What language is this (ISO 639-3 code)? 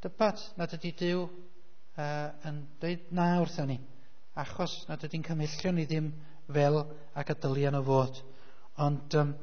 cym